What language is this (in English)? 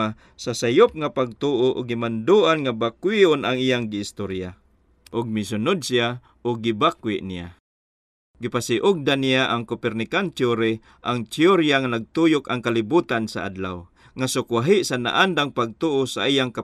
Cebuano